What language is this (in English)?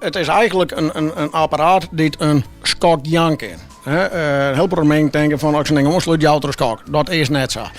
Western Frisian